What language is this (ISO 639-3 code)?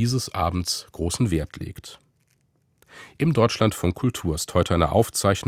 deu